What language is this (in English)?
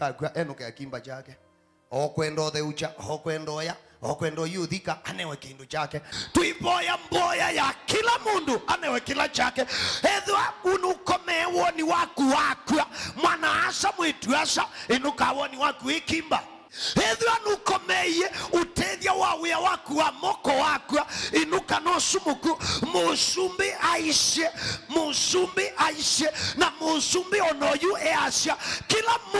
Kamba